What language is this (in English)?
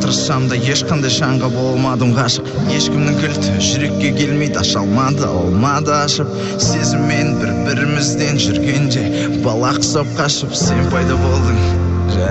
Kazakh